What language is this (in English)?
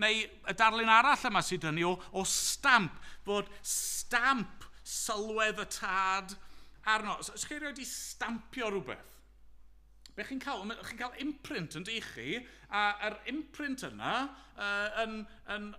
Welsh